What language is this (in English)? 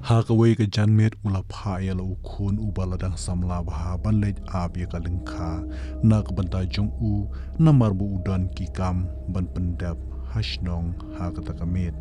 Khasi